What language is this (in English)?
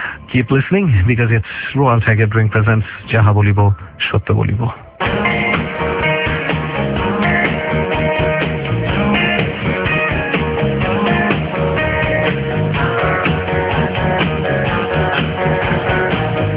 Bangla